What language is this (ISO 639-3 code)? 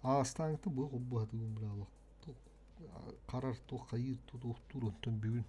sah